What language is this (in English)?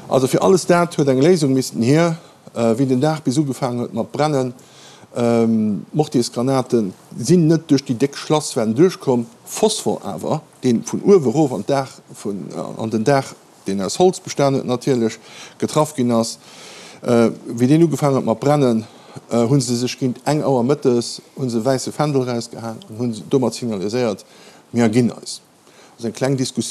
Luxembourgish